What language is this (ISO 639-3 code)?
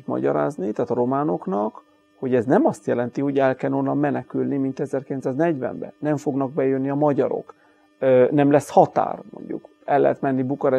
hun